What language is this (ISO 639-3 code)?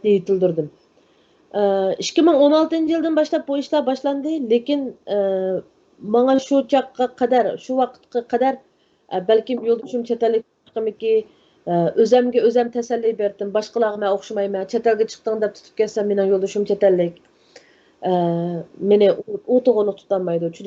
uig